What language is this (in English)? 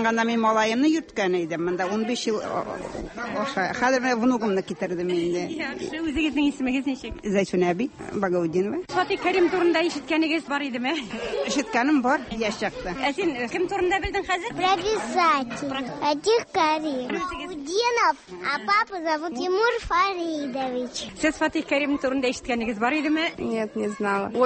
Tatar